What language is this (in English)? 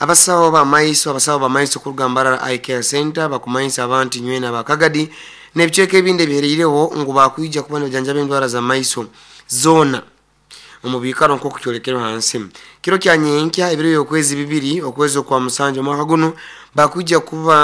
Nyoro